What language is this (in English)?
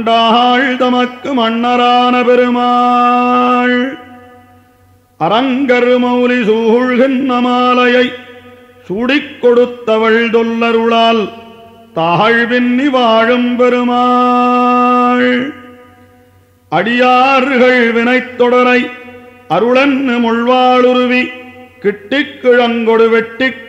Tamil